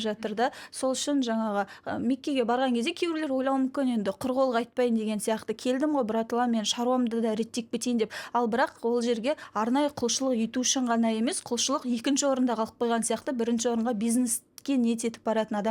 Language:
Kazakh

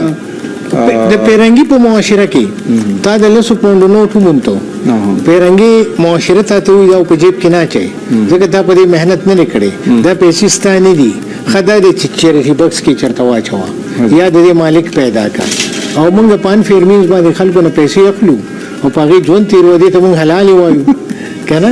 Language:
Pashto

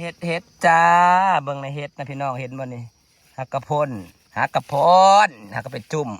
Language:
Northeastern Thai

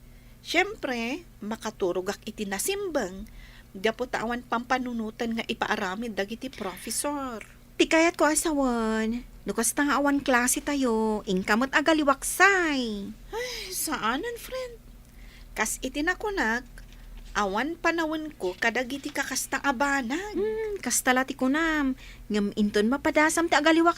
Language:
Iloko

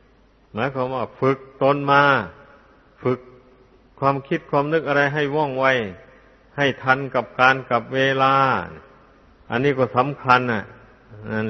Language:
Thai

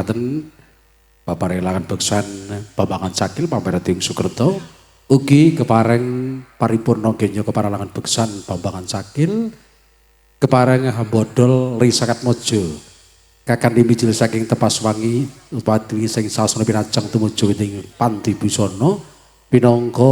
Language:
Javanese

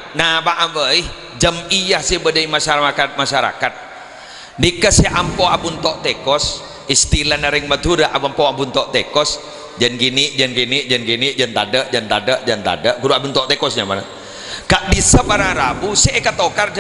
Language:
Madurese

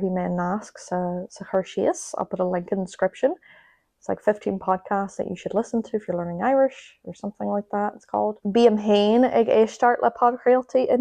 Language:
Irish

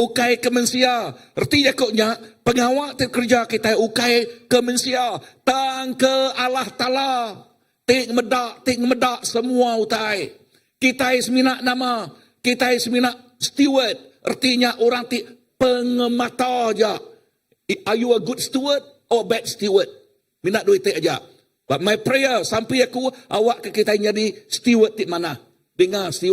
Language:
Iban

